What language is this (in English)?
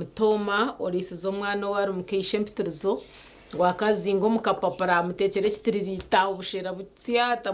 Nyankole